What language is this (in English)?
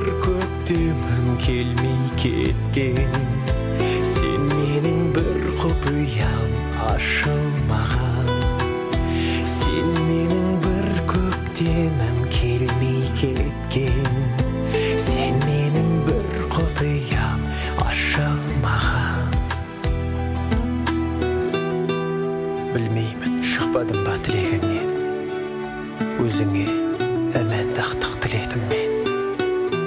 Kazakh